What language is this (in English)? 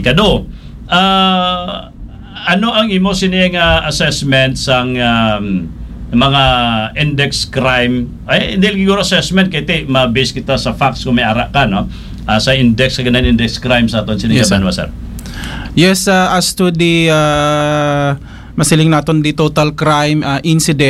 Hiligaynon